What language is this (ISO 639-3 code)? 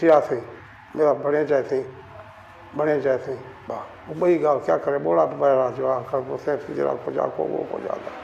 skr